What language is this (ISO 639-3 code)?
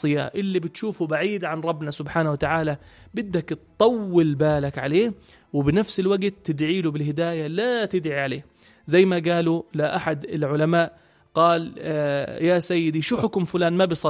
apc